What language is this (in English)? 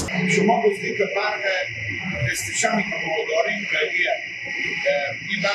Persian